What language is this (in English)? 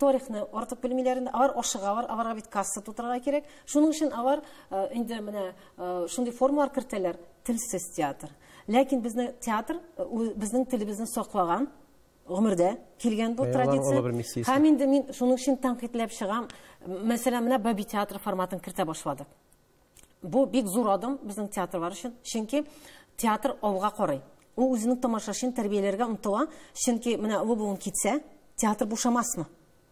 Tatar